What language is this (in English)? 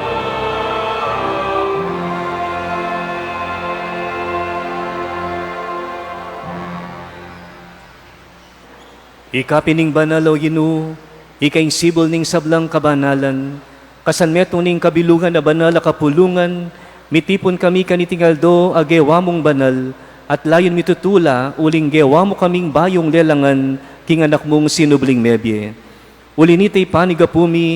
Pampanga